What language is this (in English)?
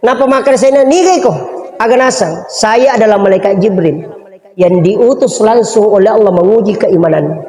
Buginese